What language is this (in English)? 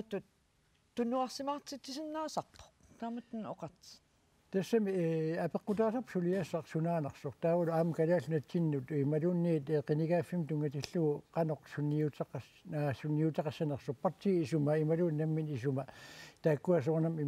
Kalaallisut